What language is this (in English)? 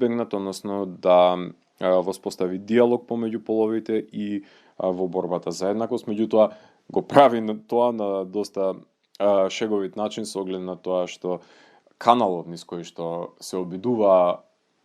Macedonian